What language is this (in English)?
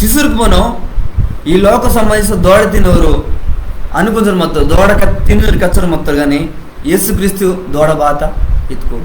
Koya